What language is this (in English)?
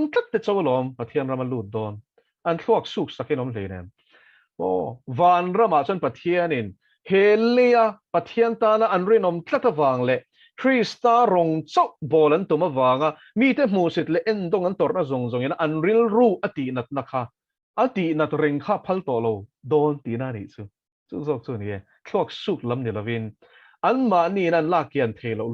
Mizo